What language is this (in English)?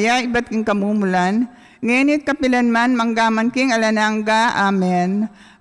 Pampanga